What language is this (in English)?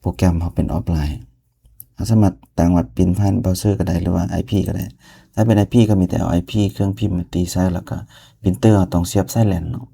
Lao